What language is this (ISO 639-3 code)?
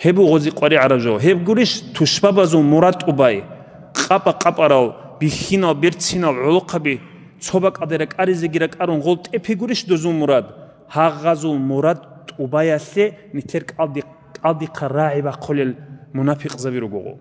ava